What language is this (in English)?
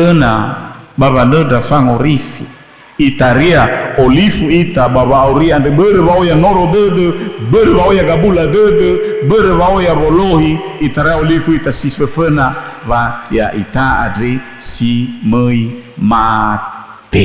Nias